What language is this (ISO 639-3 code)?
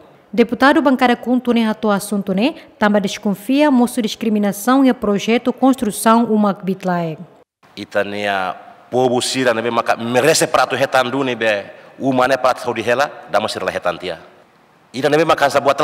tet